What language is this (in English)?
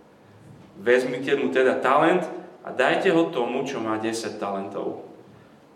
Slovak